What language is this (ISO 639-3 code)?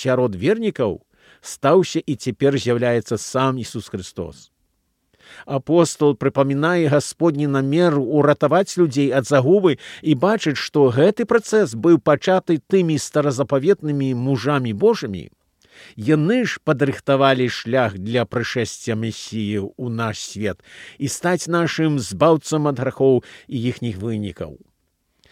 bel